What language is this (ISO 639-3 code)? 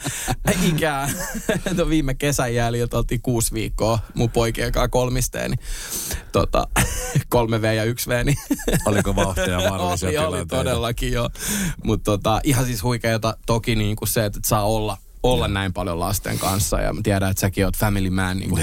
fin